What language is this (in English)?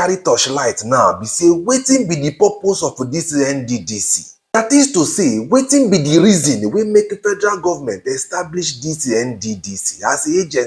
Nigerian Pidgin